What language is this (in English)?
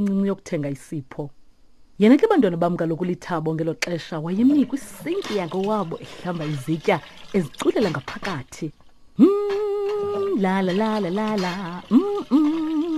Xhosa